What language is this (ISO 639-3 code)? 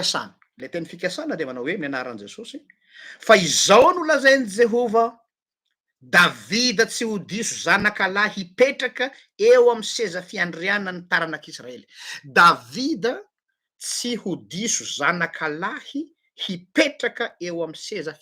mlg